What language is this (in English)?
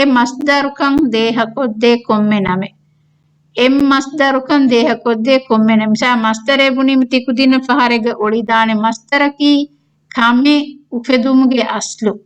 Divehi